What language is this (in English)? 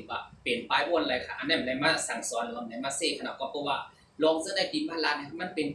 Shan